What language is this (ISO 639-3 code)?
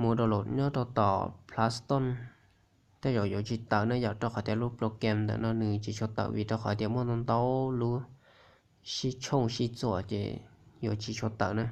hmn